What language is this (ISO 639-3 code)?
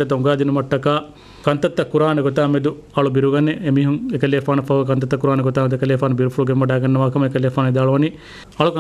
div